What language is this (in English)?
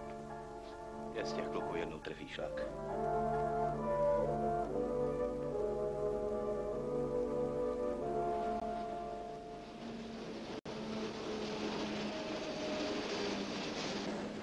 Czech